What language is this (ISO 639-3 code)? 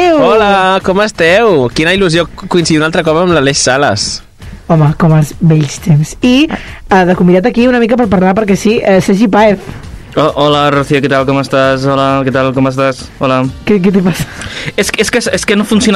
cat